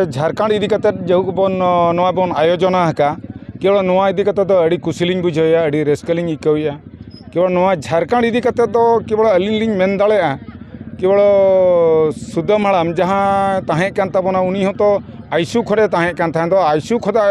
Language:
Santali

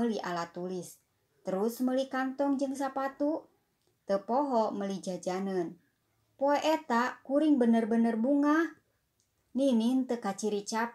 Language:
Sundanese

